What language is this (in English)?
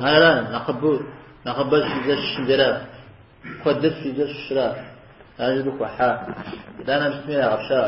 Kabardian